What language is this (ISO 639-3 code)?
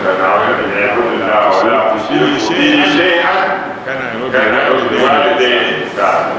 dag